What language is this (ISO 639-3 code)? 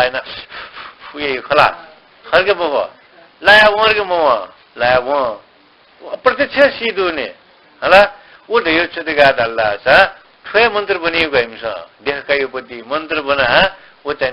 new